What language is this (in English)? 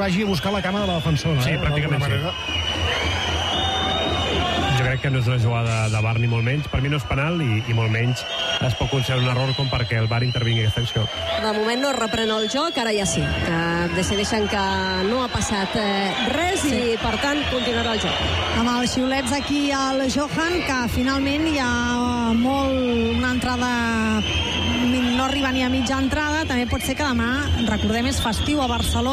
Catalan